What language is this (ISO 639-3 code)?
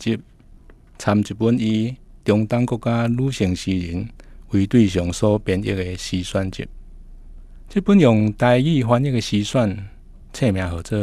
nan